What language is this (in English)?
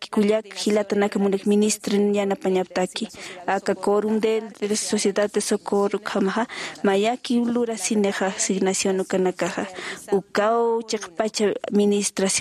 Aymara